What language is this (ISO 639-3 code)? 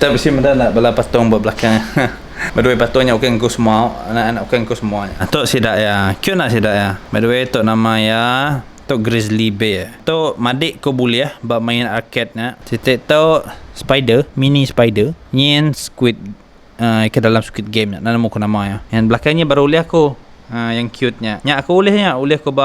iba